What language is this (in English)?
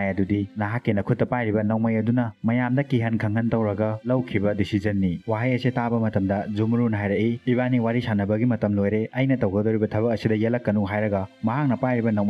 Manipuri